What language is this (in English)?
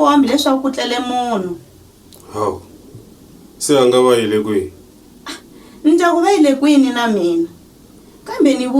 Tsonga